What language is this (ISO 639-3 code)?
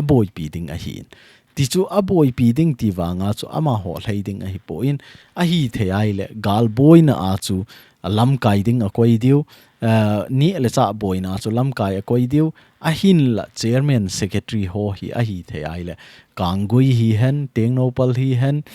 tcz